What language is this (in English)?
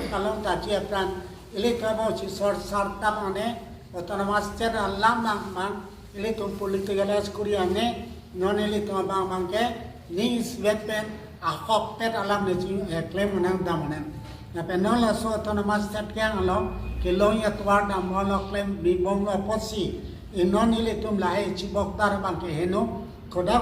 Karbi